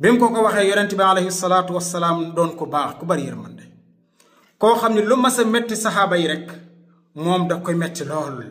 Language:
Wolof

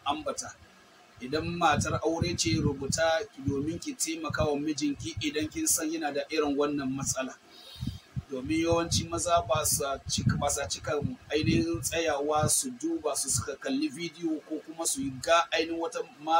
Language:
Hausa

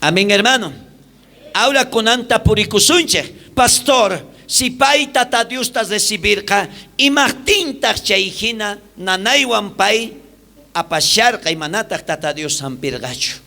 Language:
South Bolivian Quechua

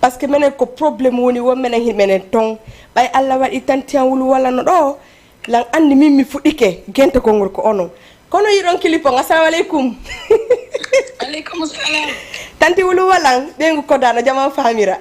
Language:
Fula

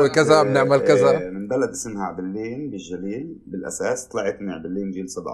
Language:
North Levantine Arabic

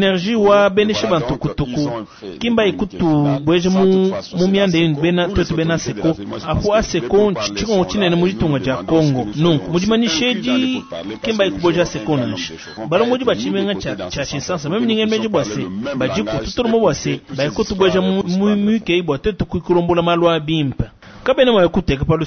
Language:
Luba-Lulua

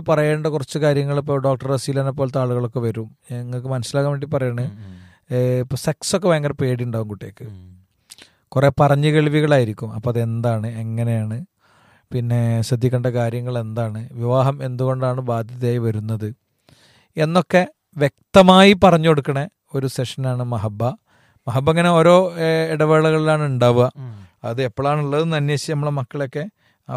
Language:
Malayalam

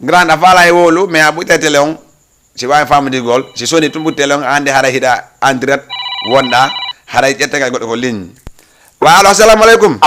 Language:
Fula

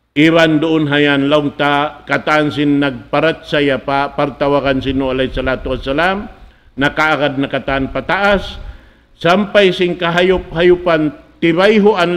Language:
Tausug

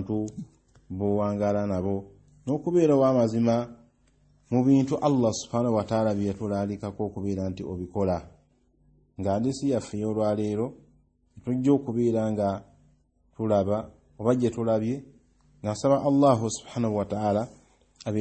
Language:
Ganda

